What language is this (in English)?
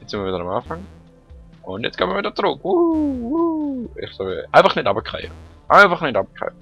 Swiss German